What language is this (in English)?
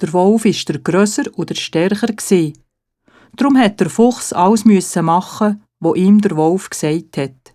Swiss German